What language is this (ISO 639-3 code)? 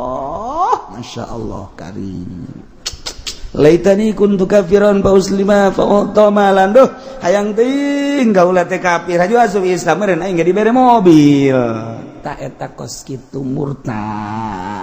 sun